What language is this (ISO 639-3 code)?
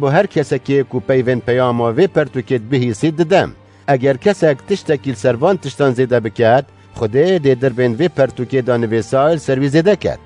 kur